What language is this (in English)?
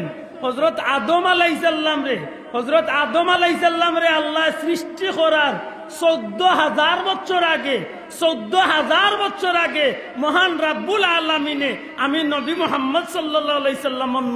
Sylheti